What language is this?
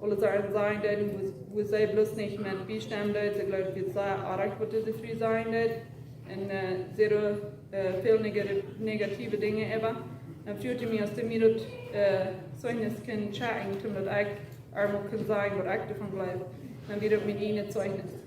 Plautdietsch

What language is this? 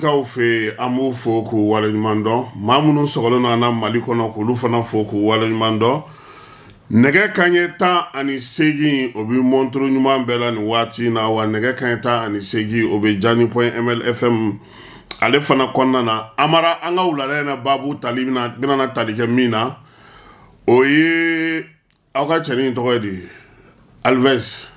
Bambara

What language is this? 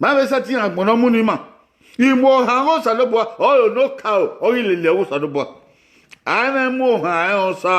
Bini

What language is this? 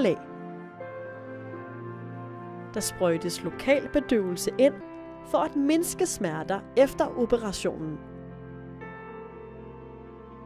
Danish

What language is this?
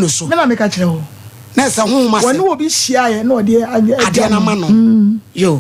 Akan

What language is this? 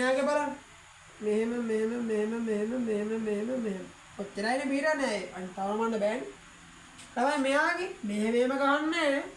Sinhala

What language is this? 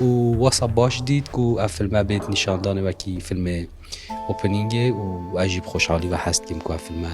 Kurdish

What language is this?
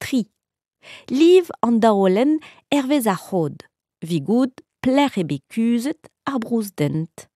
Breton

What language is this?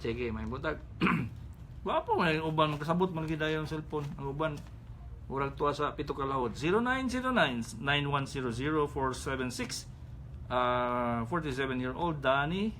Cebuano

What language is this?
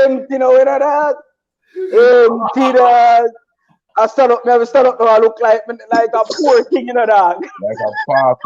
Jamaican Creole English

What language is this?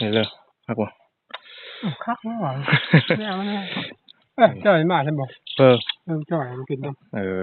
Northeastern Thai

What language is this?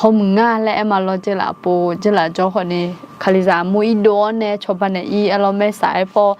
Akha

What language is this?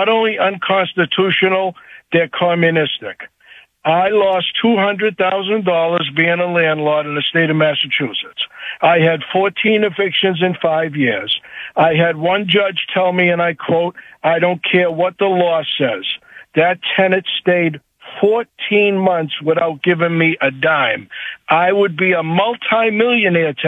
English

